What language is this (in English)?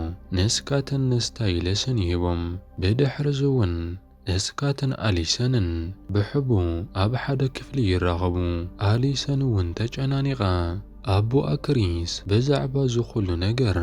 Tigrinya